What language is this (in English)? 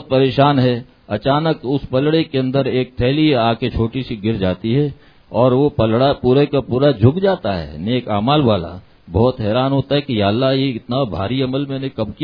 Urdu